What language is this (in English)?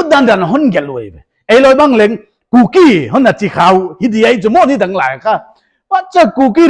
Paite Chin